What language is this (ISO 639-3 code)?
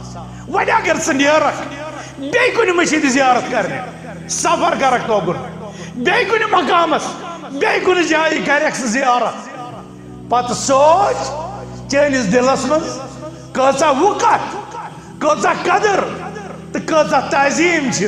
kas